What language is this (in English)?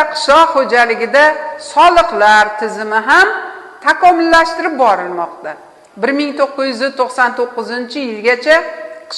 Uzbek